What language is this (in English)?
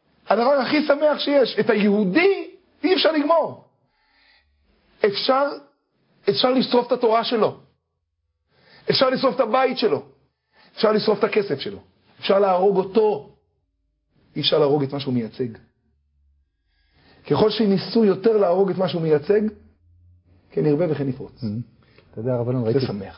Hebrew